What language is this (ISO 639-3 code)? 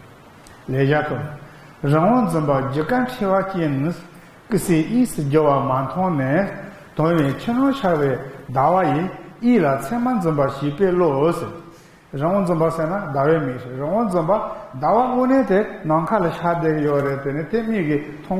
bod